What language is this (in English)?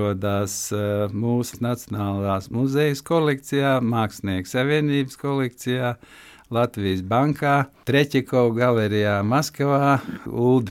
Latvian